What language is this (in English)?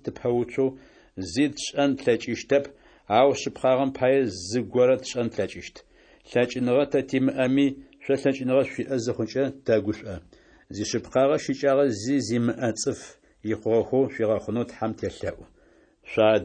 Adyghe